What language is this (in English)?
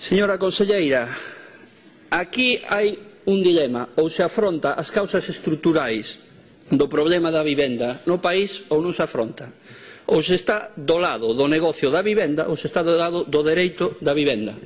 Galician